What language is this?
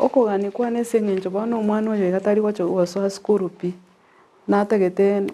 Gusii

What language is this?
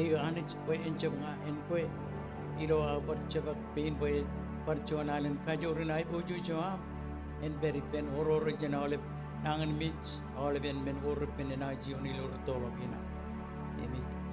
Marshallese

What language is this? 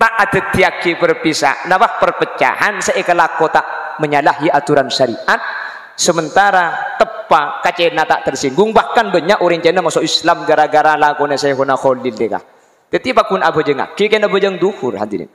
Madurese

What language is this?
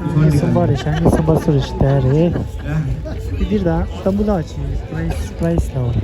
Tibetan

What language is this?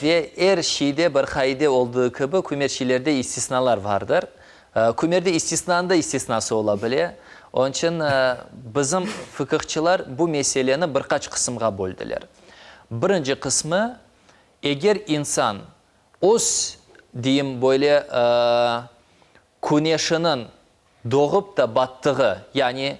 Crimean Tatar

